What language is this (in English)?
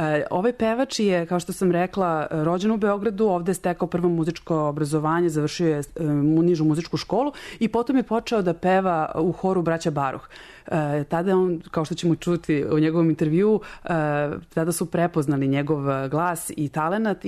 Serbian